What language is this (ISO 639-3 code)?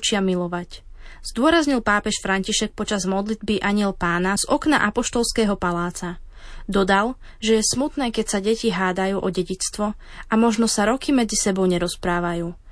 slk